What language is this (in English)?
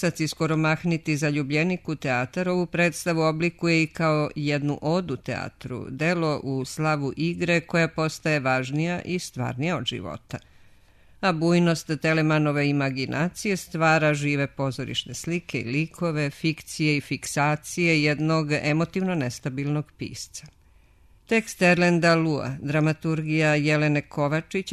Serbian